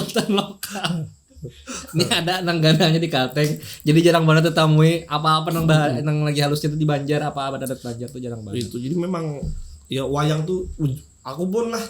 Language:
Banjar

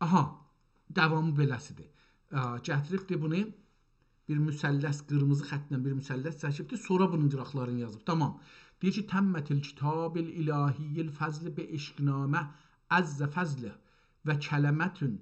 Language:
South Azerbaijani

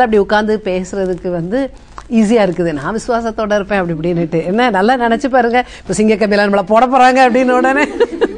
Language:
Tamil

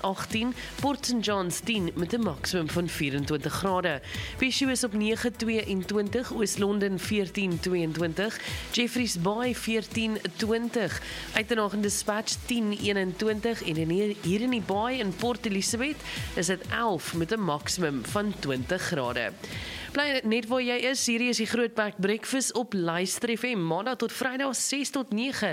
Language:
Afrikaans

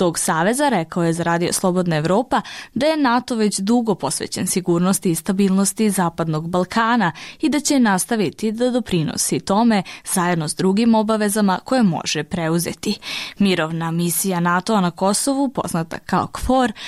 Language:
Serbian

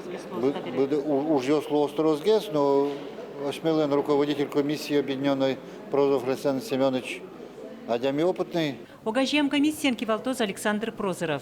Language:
Udmurt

